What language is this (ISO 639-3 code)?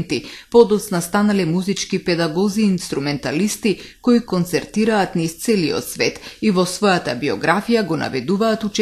mkd